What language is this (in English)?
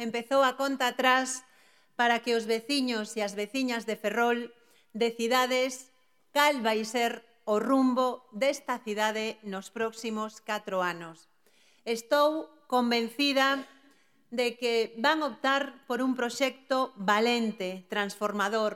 Galician